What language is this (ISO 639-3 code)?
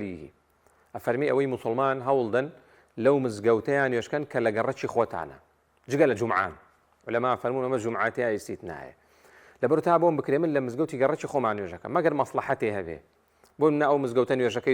ckb